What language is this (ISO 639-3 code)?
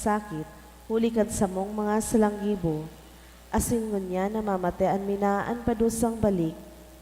bik